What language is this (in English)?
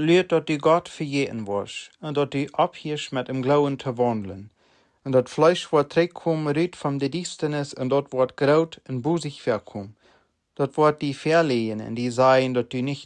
Plautdietsch